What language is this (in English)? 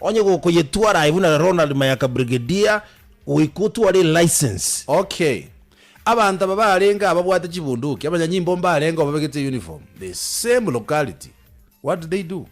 Gusii